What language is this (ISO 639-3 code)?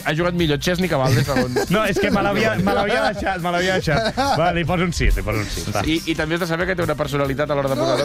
cat